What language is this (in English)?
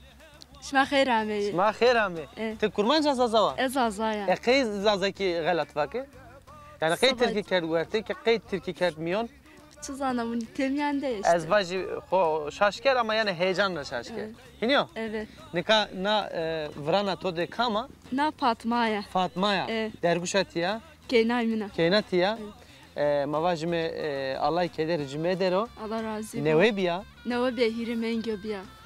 Zaza